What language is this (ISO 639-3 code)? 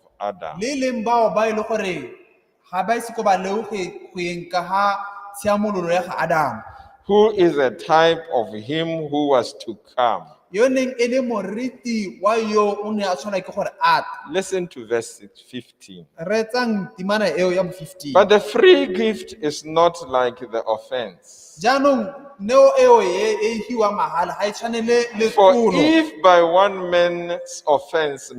tsn